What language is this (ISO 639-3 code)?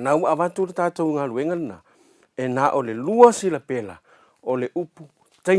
smo